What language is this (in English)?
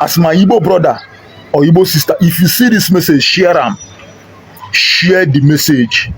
Nigerian Pidgin